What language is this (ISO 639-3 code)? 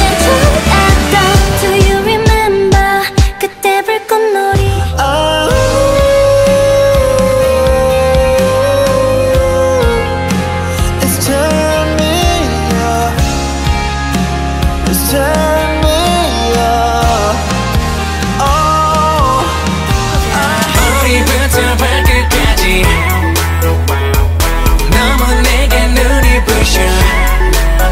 kor